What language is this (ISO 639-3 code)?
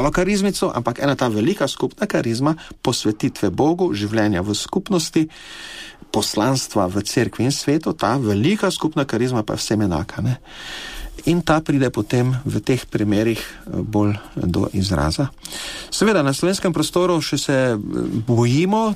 slv